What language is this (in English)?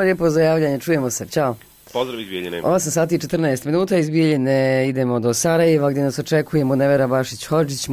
Bosnian